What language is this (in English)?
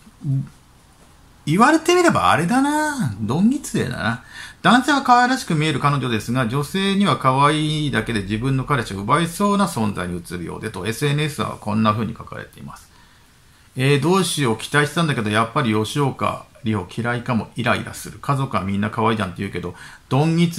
Japanese